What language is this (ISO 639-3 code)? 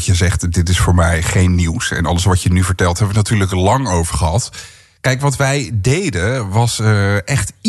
nld